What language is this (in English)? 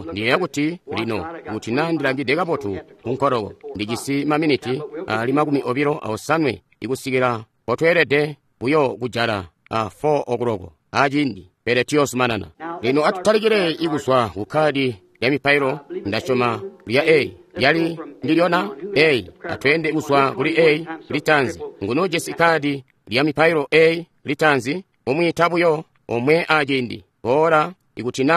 Tonga (Zambia)